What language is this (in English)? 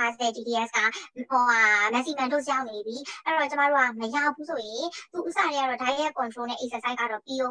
Burmese